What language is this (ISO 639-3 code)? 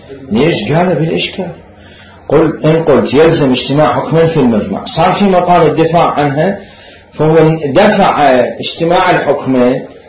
acm